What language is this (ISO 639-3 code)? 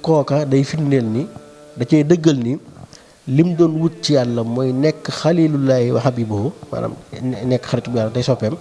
wol